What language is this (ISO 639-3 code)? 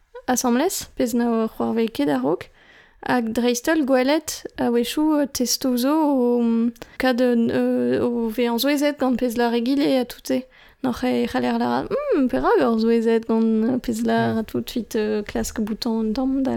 bre